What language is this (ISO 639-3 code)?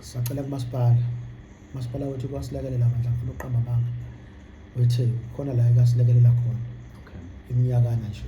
zul